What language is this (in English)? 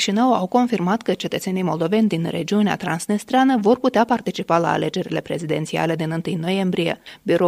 Romanian